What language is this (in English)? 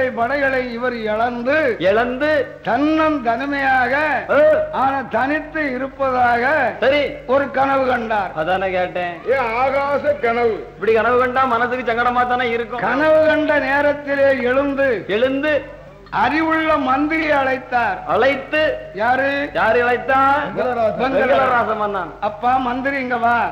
Tamil